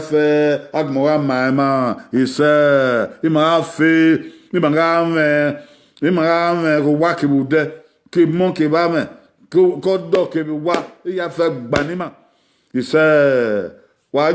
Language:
Bini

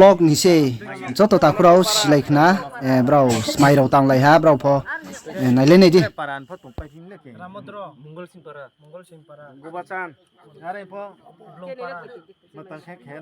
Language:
Riang (India)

